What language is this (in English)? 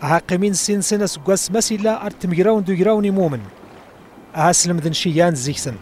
Kabyle